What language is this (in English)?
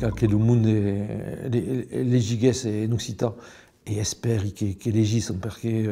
Occitan